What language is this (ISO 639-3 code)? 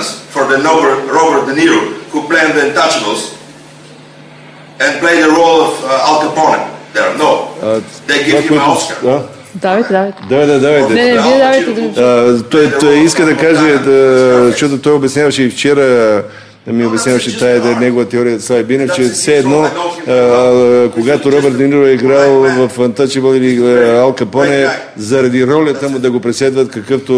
bul